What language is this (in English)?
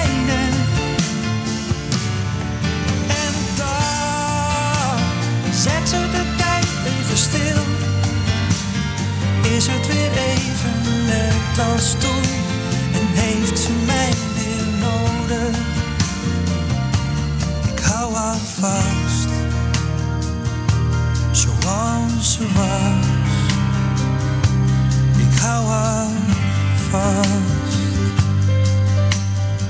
Dutch